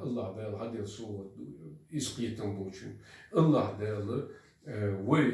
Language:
Chechen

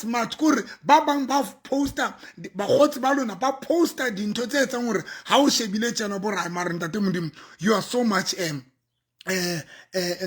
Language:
Southern Sotho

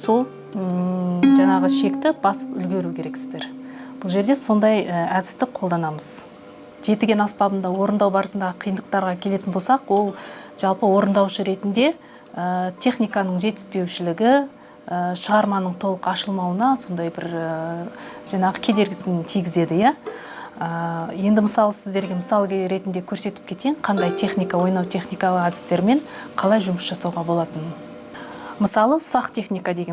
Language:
Kazakh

